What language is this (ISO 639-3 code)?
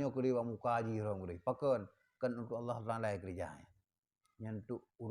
ace